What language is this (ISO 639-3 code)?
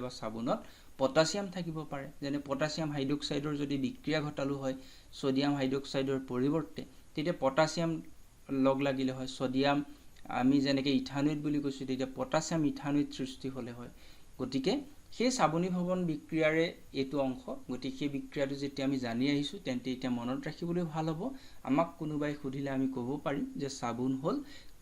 asm